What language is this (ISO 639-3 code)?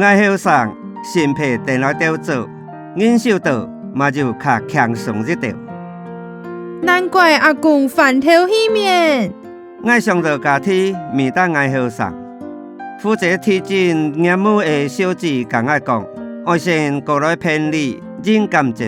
hak